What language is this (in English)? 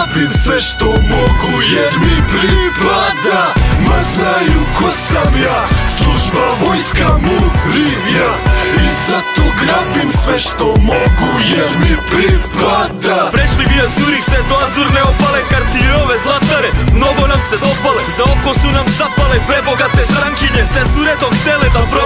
Serbian